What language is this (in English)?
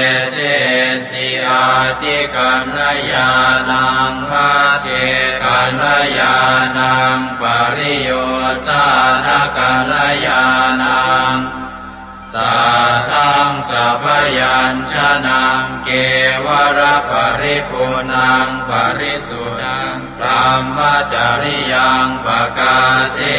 Pali